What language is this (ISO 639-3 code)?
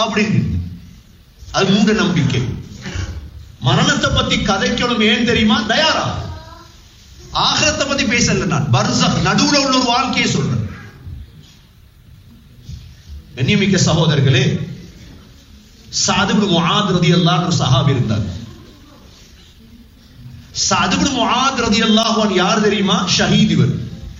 tam